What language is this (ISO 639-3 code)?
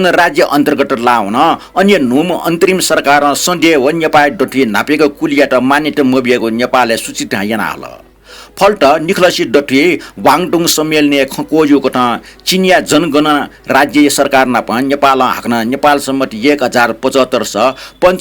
new